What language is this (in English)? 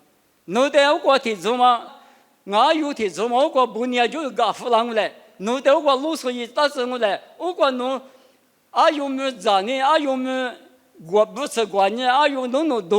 Lisu